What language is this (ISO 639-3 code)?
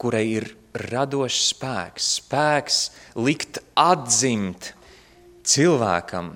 lav